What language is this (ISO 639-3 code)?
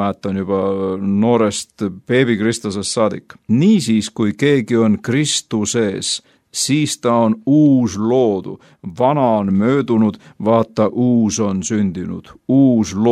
est